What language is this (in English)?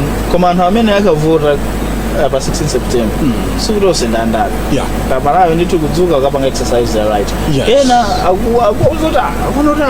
Nyanja